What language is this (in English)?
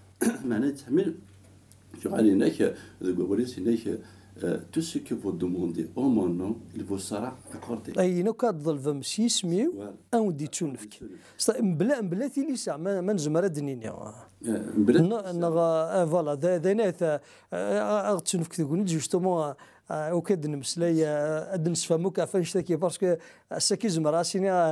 Kabyle